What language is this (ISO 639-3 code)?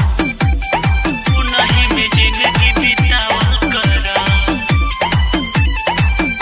bho